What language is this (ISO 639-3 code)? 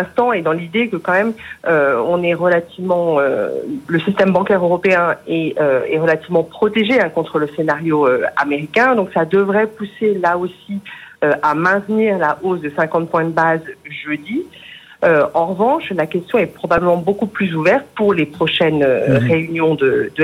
fra